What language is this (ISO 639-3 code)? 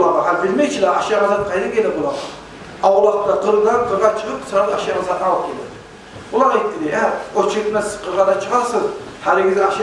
kum